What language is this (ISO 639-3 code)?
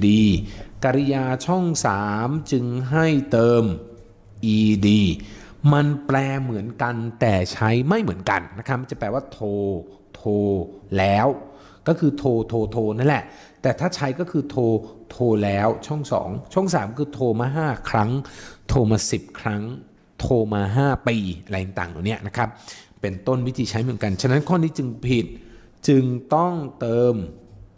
tha